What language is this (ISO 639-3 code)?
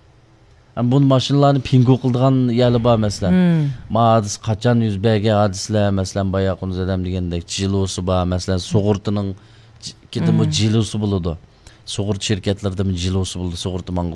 uig